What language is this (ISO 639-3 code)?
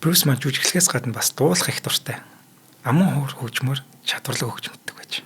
mon